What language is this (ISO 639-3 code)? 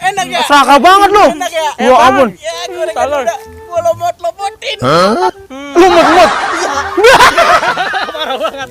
bew